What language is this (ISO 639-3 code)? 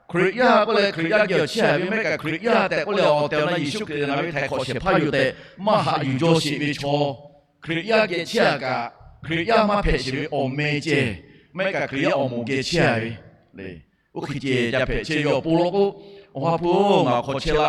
lhu